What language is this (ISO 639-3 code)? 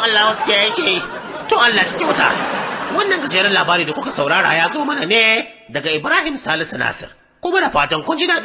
hau